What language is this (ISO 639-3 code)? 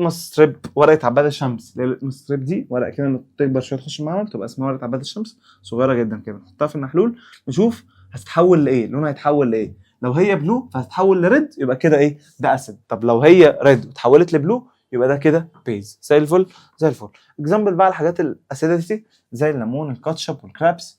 arz